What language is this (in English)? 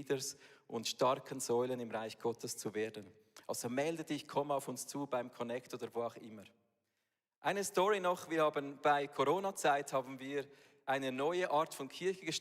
Swiss German